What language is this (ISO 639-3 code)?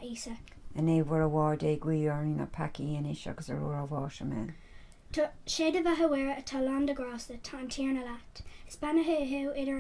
gle